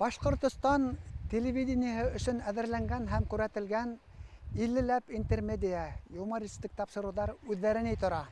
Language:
Bashkir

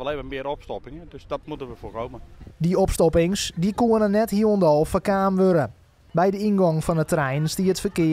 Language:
Western Frisian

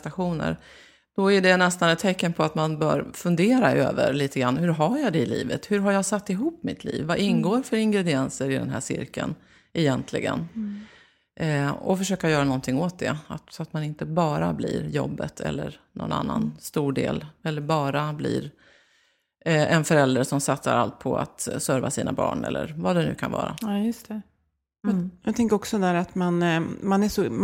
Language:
Swedish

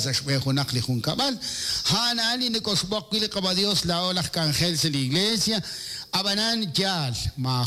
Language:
Kekchí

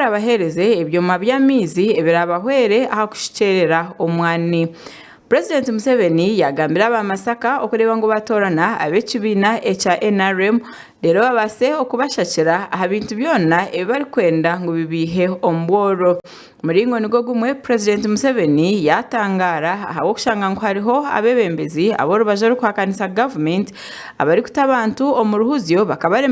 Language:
Nyankole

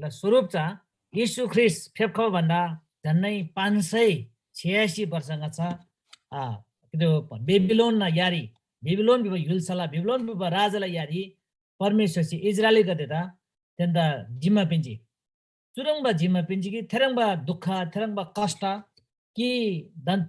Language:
Eastern Tamang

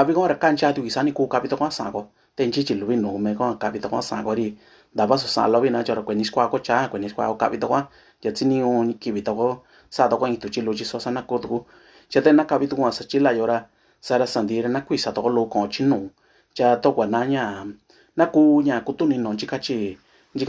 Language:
Mixtepec Mixtec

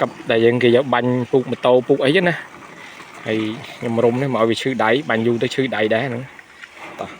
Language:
Khmer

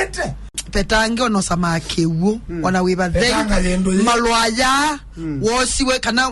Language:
Kamba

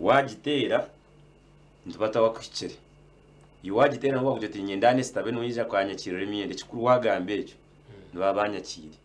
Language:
Nyankole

